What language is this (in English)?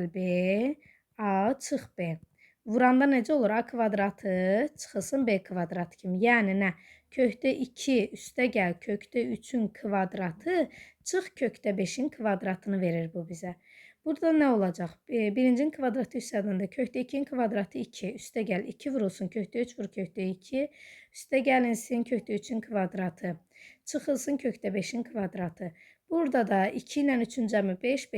Azerbaijani